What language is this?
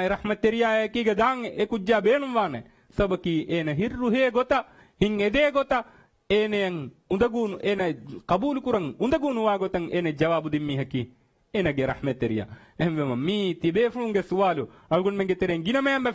Divehi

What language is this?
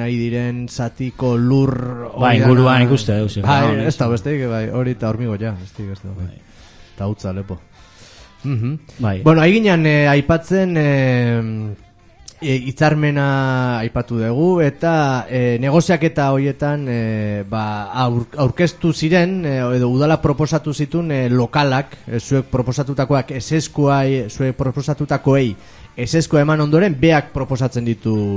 Basque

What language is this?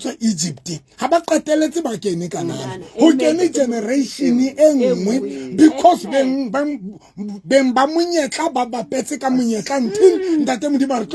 Southern Sotho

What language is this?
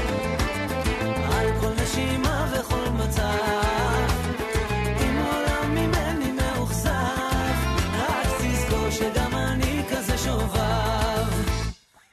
Hebrew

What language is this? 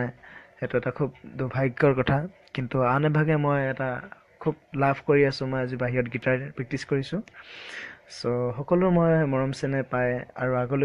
Assamese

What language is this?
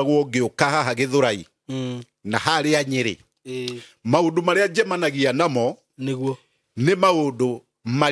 Kikuyu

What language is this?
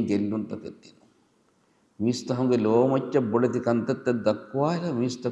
Divehi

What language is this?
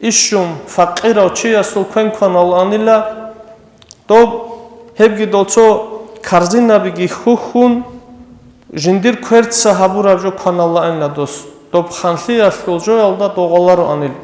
Avaric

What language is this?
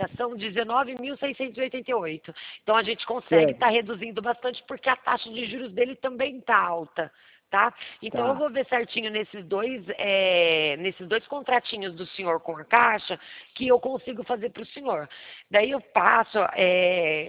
Portuguese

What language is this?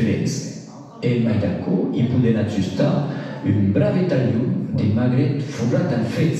Occitan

